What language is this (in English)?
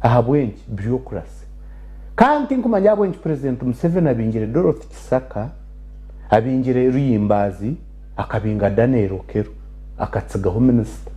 Nyankole